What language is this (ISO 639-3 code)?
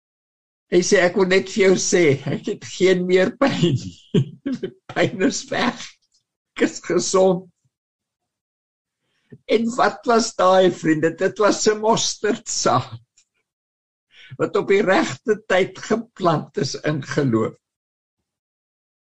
afr